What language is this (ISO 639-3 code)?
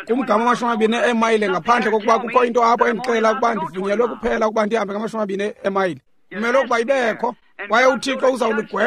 xho